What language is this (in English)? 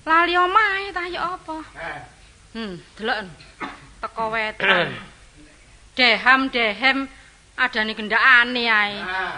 Javanese